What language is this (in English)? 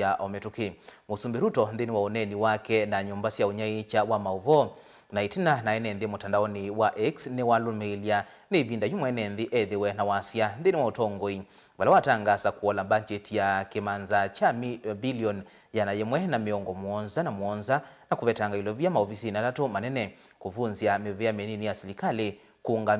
Kamba